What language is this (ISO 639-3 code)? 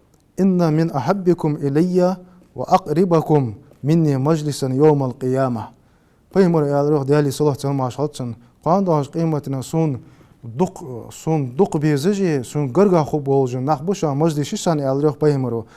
inh